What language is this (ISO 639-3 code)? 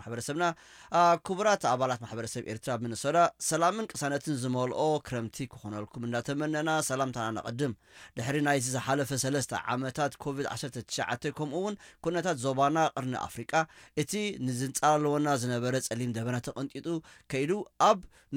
tir